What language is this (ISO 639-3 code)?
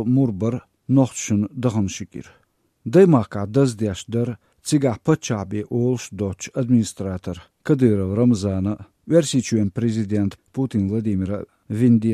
che